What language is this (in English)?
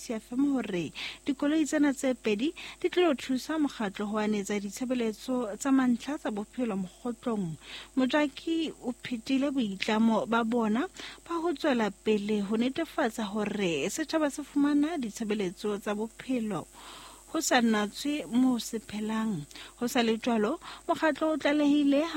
Southern Sotho